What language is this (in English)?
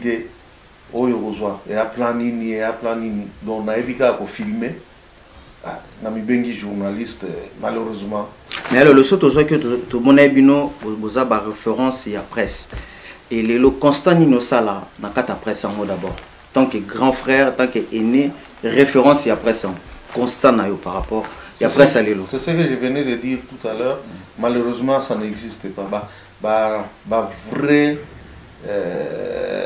Lingala